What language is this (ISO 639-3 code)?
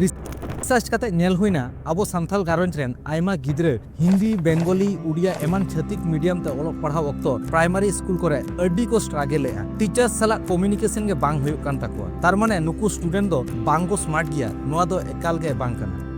sat